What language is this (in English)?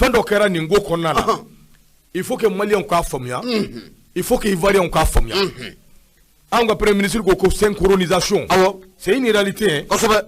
Bambara